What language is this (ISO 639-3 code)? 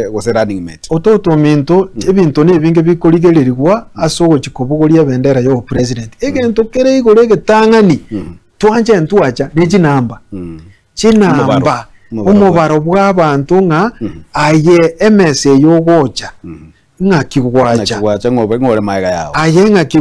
guz